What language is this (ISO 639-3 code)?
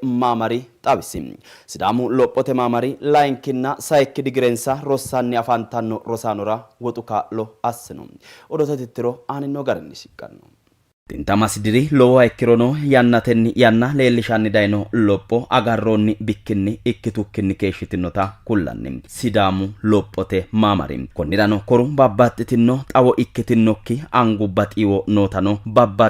sid